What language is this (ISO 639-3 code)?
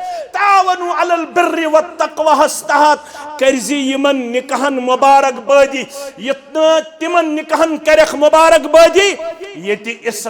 kas